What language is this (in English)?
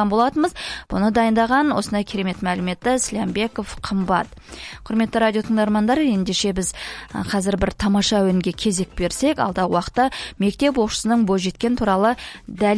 Kazakh